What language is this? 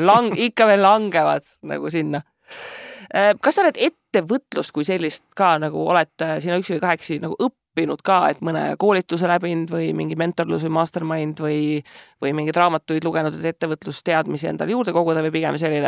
Estonian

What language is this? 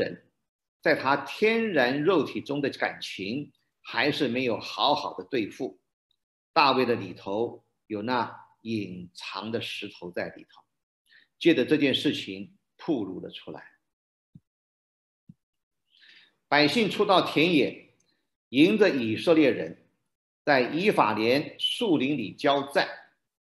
Chinese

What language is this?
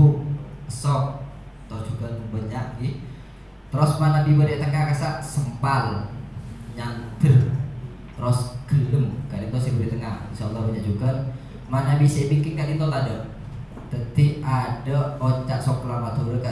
Madurese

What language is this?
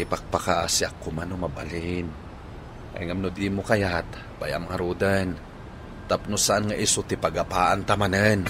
Iloko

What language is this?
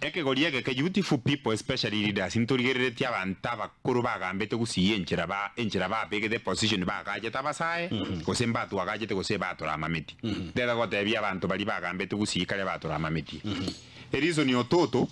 Gusii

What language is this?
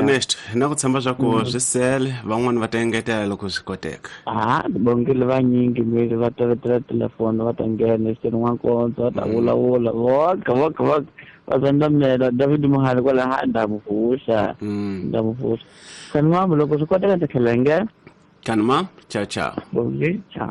Tsonga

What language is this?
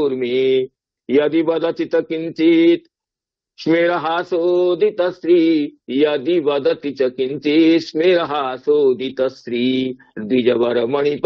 Sanskrit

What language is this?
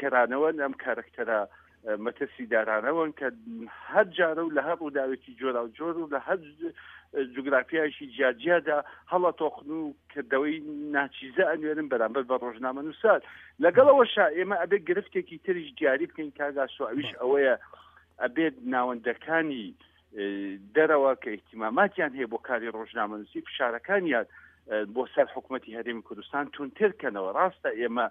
Central Kurdish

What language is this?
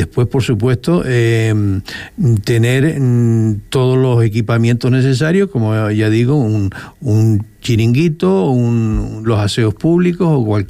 Spanish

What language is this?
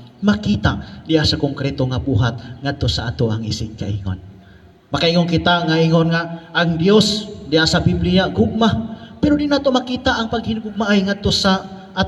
Cebuano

